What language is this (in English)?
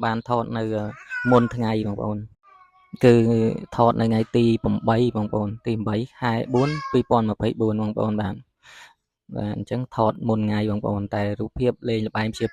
Khmer